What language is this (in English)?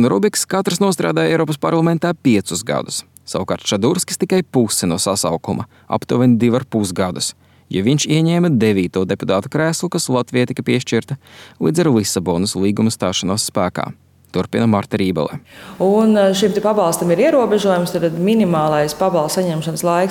Latvian